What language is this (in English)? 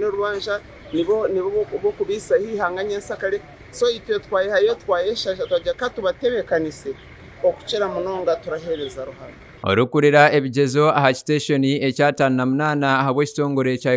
Nyankole